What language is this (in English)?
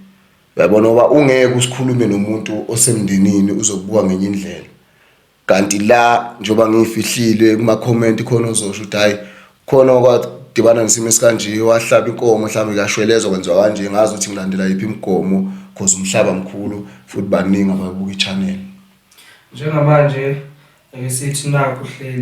Zulu